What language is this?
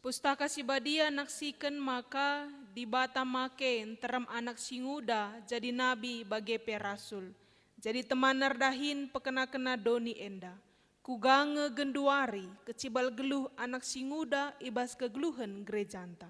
Batak Karo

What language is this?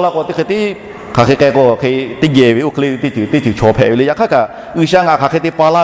Lahu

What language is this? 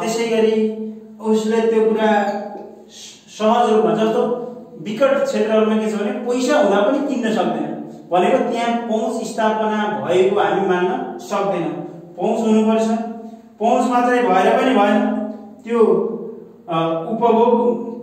Nepali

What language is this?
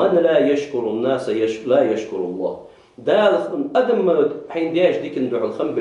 Ingush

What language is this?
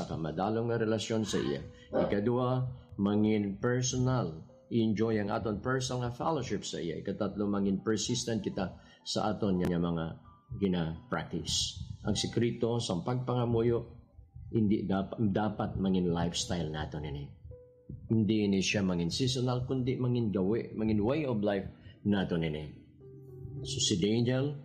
Hiligaynon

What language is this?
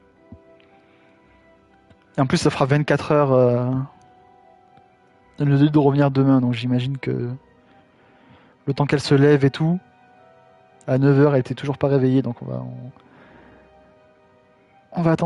French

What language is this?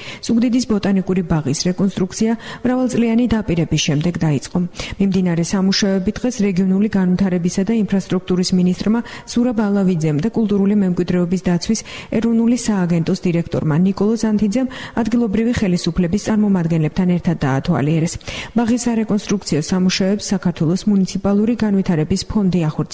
Georgian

